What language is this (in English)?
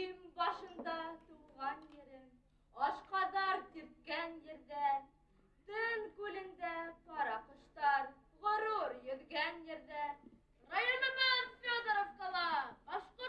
Bashkir